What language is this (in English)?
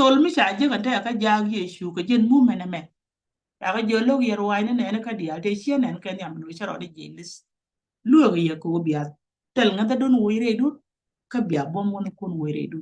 Nuer